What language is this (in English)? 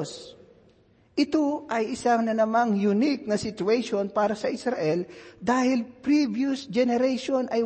Filipino